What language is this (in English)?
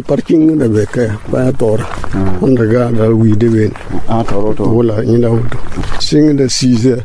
Mossi